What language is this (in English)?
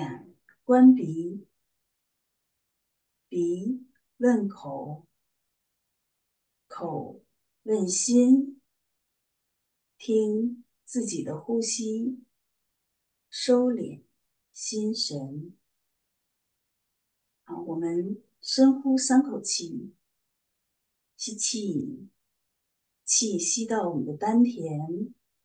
Chinese